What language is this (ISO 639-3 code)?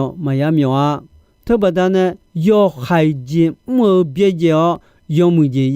ahk